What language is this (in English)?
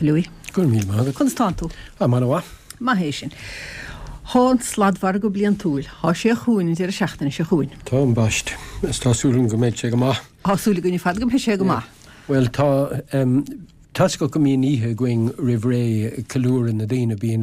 Irish